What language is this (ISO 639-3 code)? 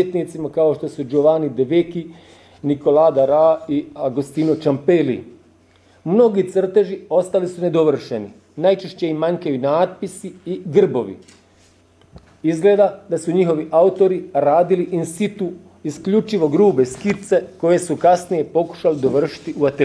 hrv